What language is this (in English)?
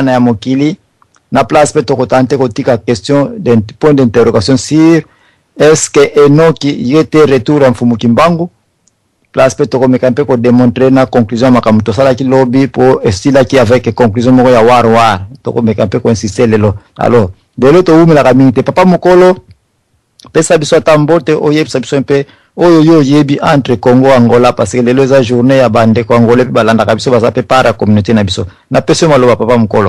Lingala